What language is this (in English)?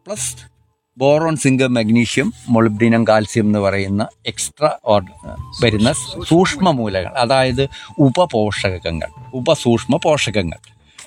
Malayalam